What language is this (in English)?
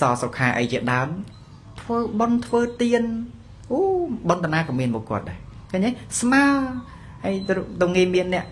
Khmer